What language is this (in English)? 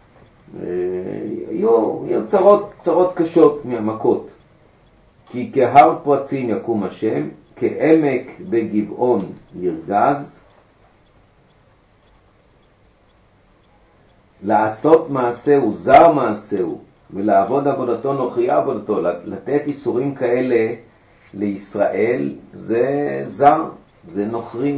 Hebrew